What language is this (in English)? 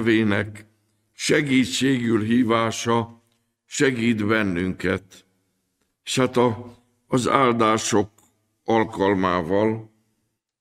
Hungarian